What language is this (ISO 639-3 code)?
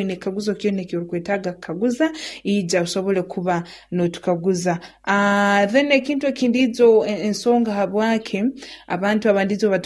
nyo